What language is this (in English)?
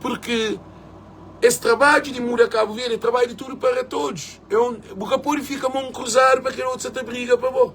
Kabuverdianu